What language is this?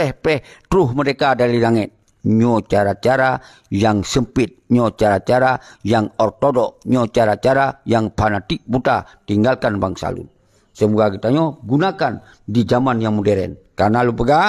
Achinese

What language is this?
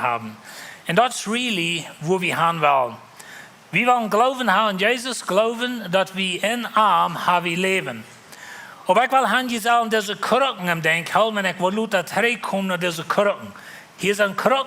Plautdietsch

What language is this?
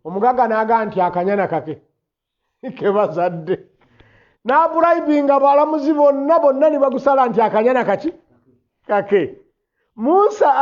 Ganda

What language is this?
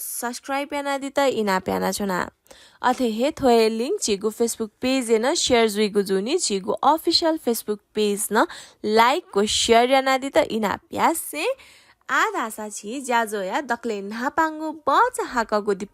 Newari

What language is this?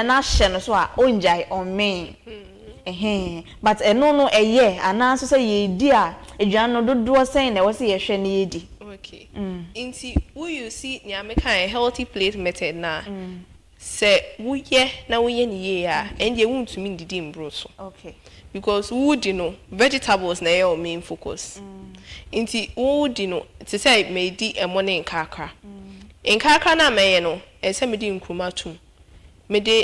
Akan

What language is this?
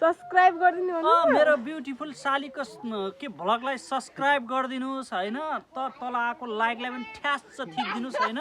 Nepali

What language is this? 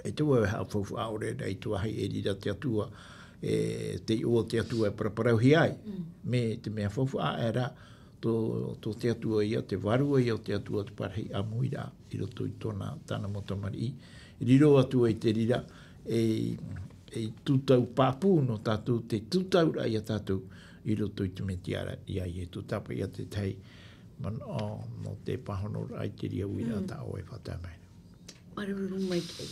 Tahitian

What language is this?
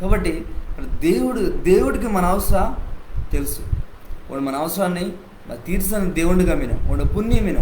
Koya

